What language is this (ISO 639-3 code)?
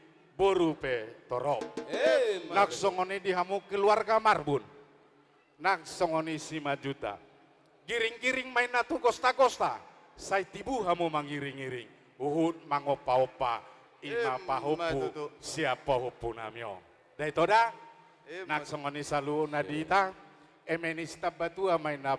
bbc